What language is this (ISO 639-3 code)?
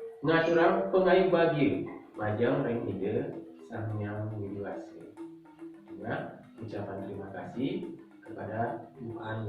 ban